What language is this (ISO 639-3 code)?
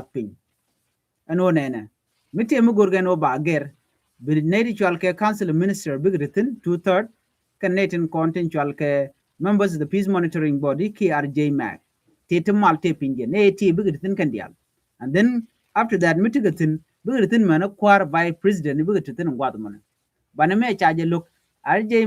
nus